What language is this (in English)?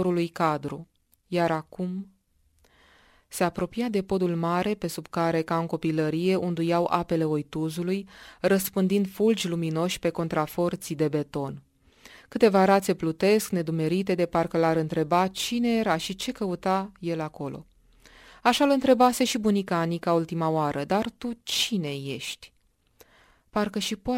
Romanian